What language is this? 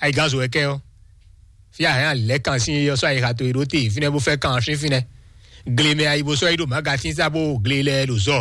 Fon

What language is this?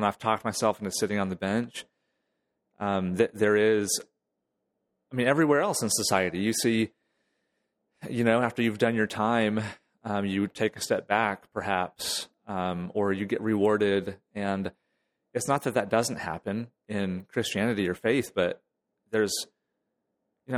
English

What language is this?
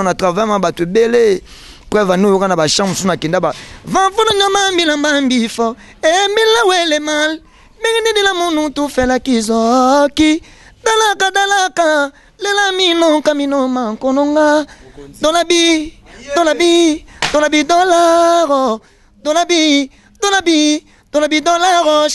Lingala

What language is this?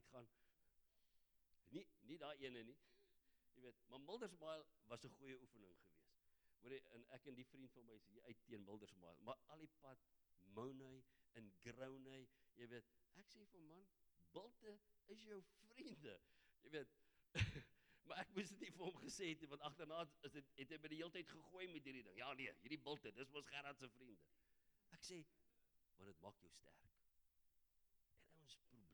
Afrikaans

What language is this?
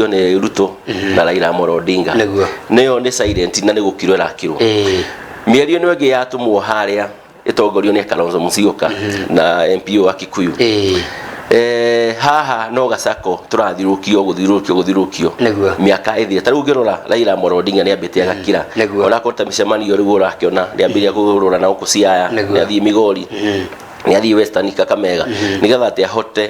Kikuyu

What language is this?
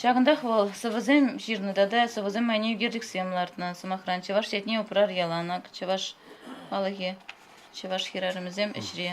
Chuvash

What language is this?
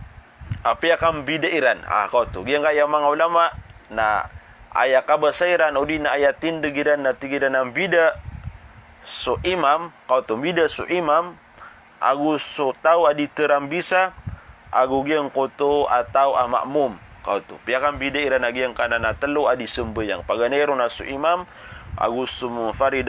Maranao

